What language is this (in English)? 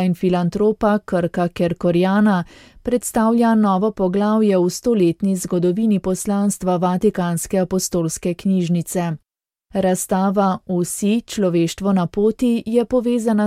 Slovenian